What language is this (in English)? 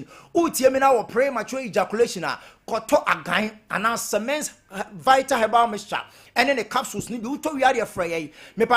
Akan